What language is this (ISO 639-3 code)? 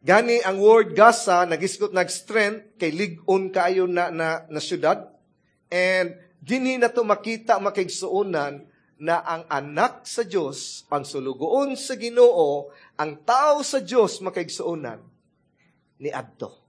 ceb